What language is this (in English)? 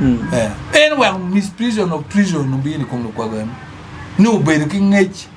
Acoli